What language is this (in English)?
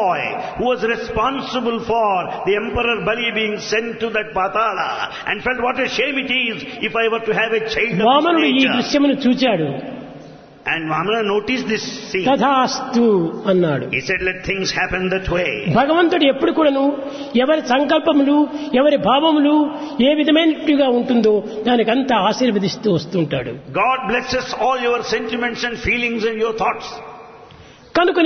Telugu